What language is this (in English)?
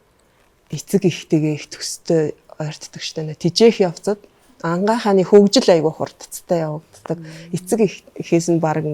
Mongolian